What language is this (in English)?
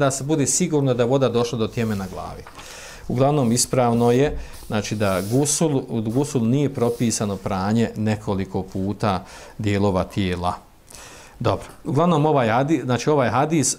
Bosnian